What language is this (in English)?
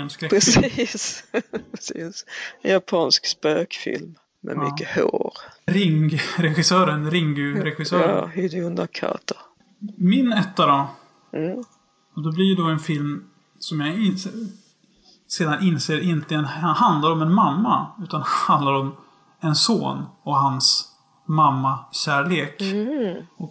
Swedish